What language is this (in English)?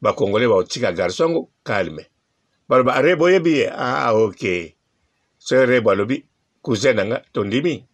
Lingala